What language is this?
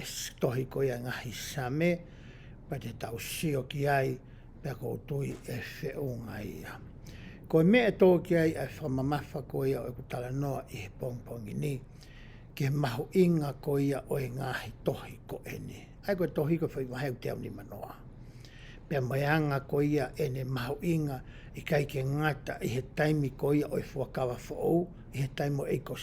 Tongan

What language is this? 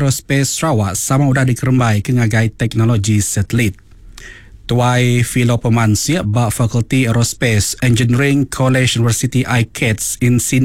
Iban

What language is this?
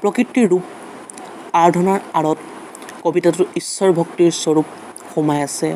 Assamese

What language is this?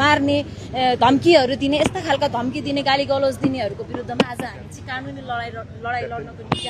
Nepali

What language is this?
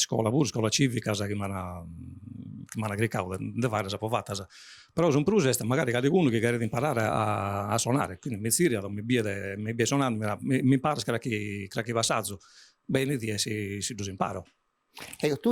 Sardinian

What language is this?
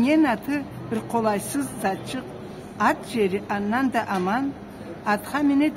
Karachay-Balkar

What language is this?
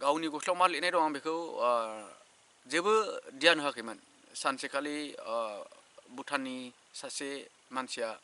Bodo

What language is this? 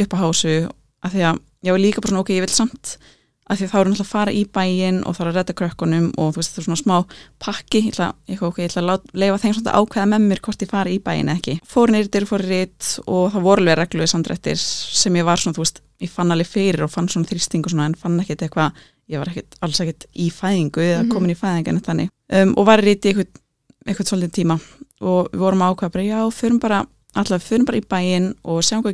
Icelandic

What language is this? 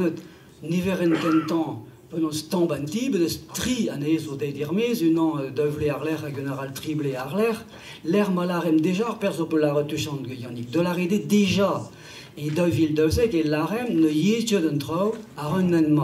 Breton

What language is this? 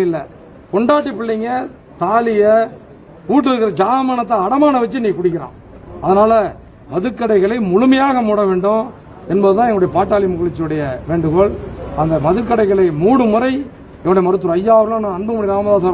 Tamil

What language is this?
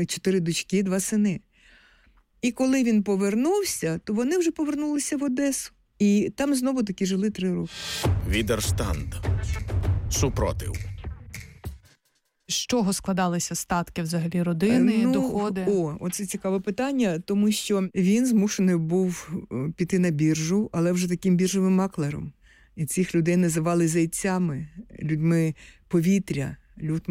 Ukrainian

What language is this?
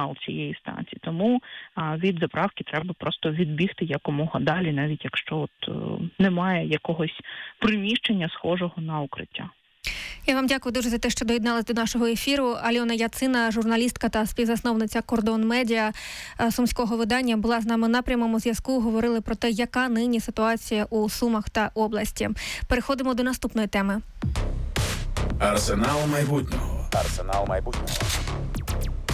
Ukrainian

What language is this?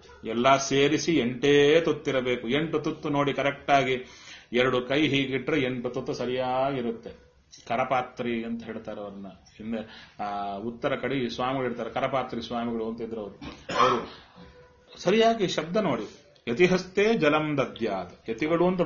Kannada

